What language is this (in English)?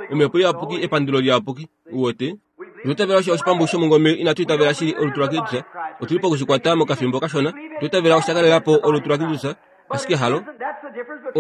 Kuanyama